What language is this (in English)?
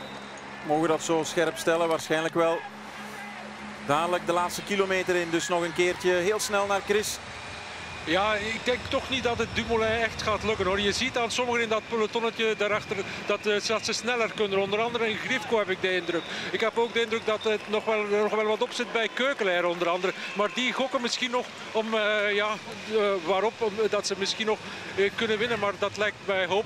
Dutch